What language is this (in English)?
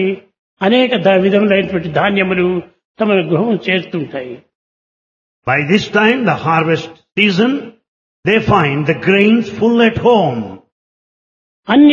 Telugu